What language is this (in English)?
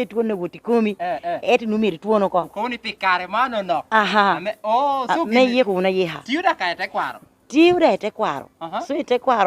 Lango (Uganda)